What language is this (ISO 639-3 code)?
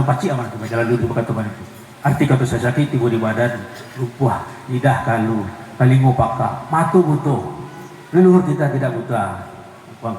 min